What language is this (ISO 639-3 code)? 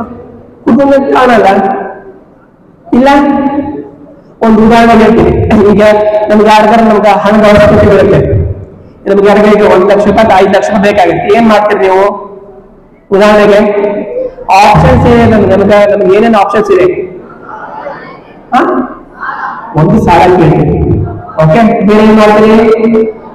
kan